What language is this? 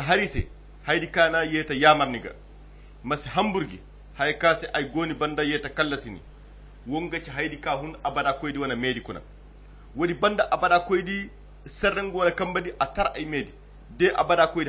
Koyra Chiini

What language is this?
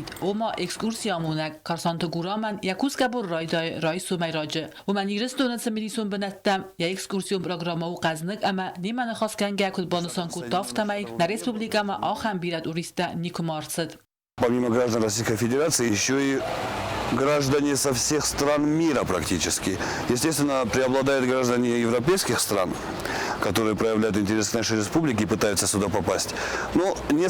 Ossetic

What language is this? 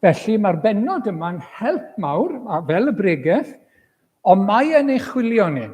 Welsh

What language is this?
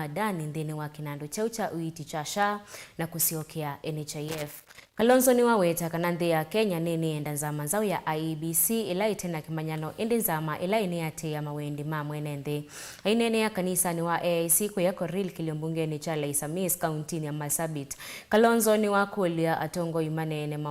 Kamba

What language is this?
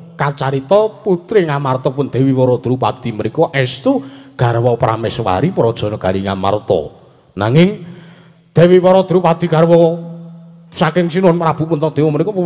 Javanese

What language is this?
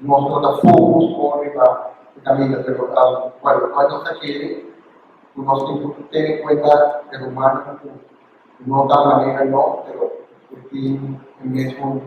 Papiamento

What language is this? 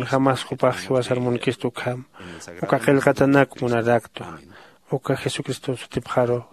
Aymara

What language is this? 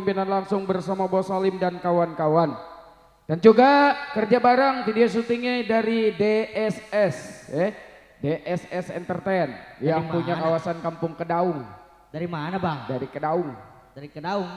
Betawi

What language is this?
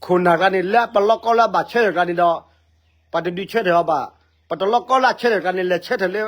S'gaw Karen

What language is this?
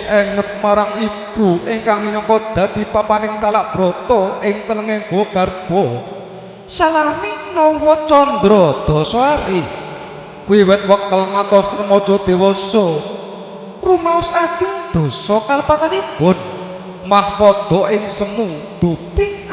Javanese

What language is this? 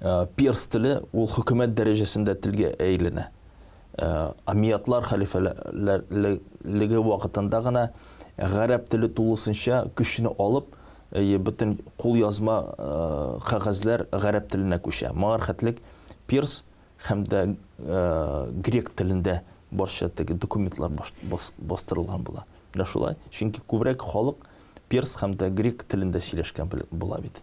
Tatar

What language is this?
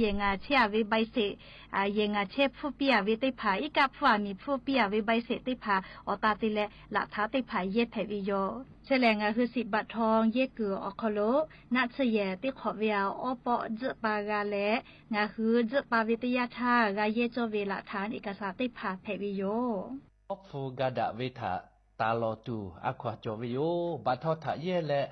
Lahu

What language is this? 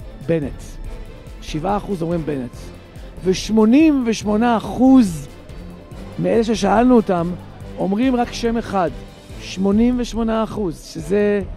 Hebrew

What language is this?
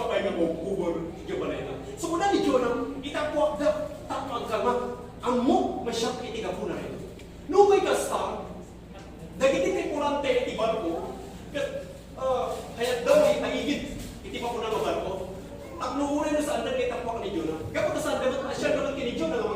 Iloko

